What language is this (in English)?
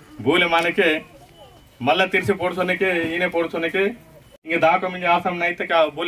Aheri Gondi